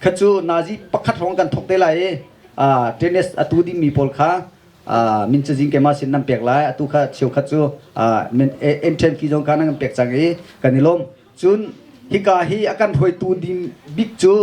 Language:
Hakha Chin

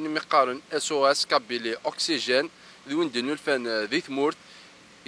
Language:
Kabyle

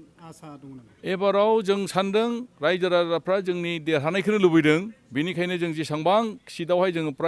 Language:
Bodo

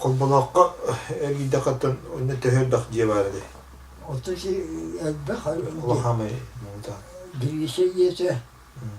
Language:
Yakut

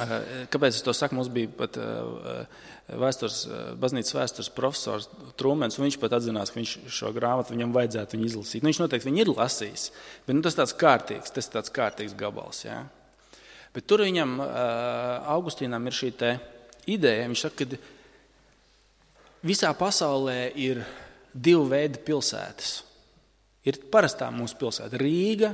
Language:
Latvian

